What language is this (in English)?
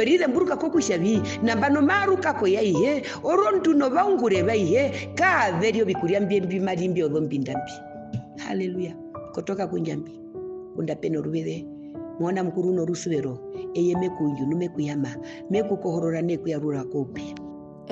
Herero